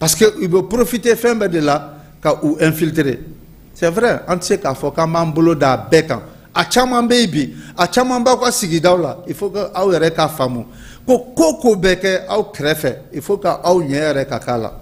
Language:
Bambara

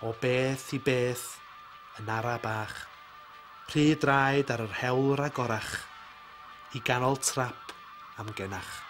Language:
Welsh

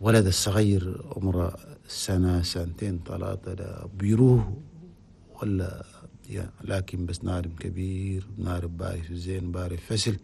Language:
Chadian Arabic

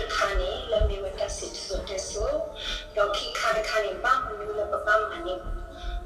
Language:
S'gaw Karen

